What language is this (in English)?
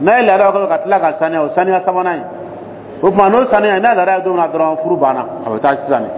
Dyula